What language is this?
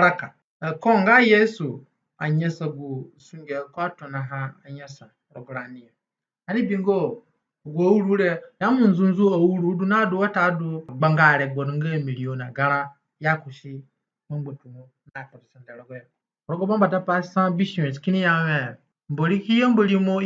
Zande (individual language)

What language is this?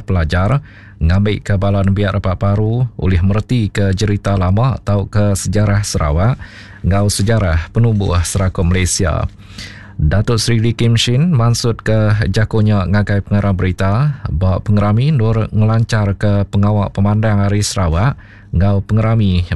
Iban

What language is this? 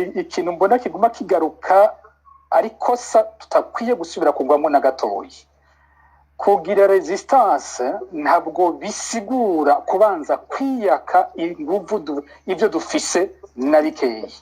Rundi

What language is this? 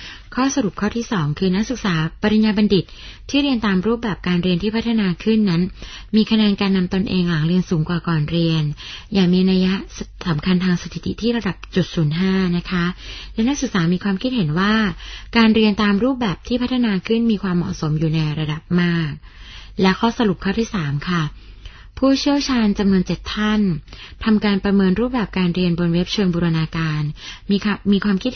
Thai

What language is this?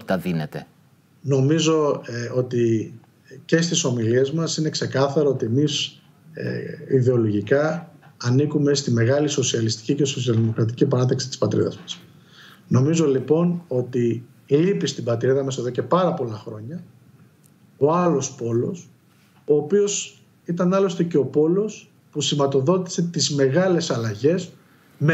Greek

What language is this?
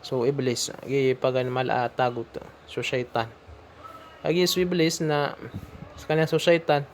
Maranao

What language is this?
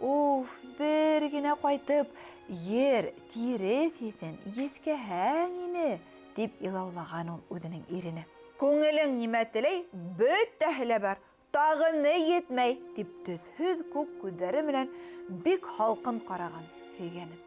Bashkir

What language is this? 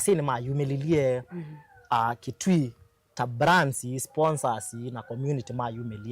Kamba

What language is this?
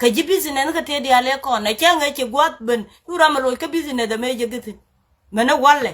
Nuer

